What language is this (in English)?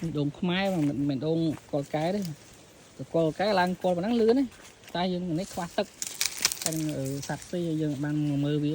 Khmer